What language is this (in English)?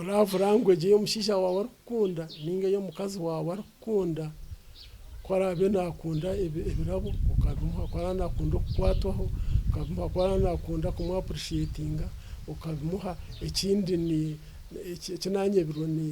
Nyankole